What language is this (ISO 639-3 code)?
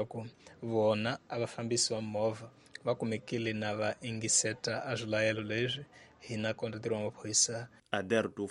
tso